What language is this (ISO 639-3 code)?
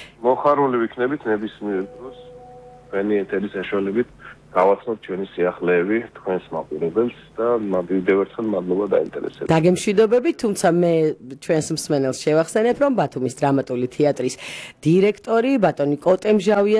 kat